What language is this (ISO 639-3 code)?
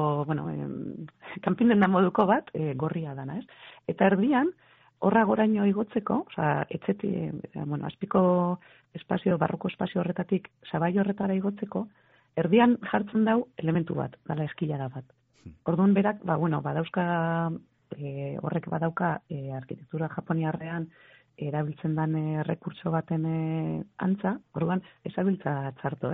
eus